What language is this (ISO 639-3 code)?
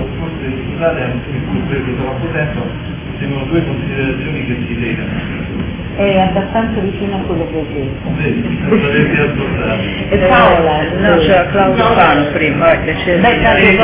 ita